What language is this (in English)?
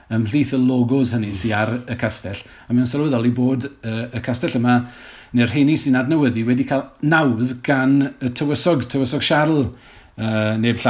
Welsh